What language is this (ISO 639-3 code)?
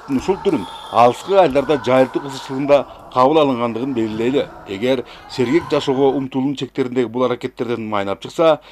kir